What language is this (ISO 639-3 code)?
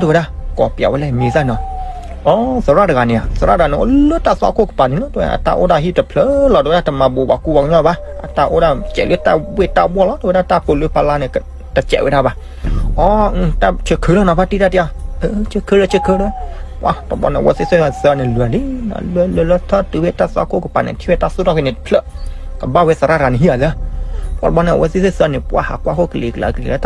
ksw